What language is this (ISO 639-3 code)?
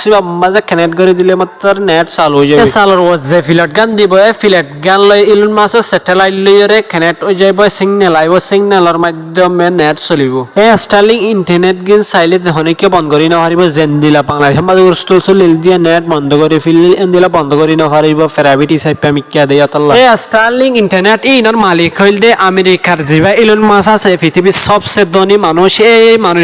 rhg